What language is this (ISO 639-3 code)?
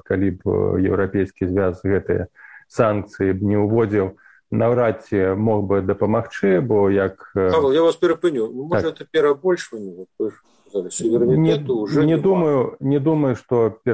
bel